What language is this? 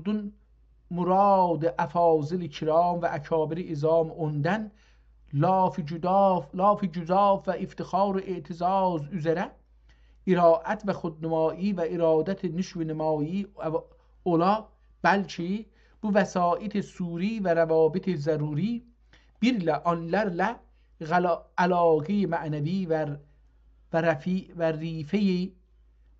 South Azerbaijani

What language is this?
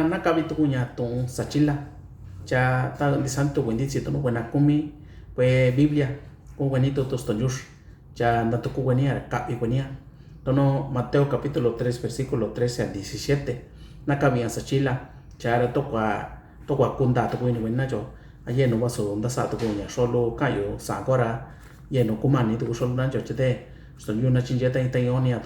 Mixtepec Mixtec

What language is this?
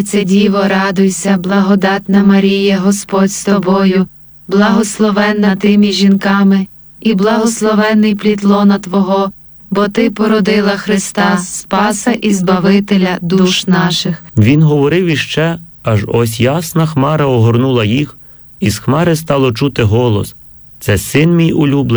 Ukrainian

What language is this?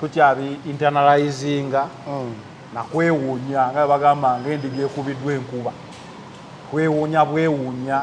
Ganda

